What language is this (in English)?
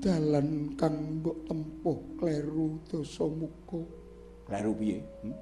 Javanese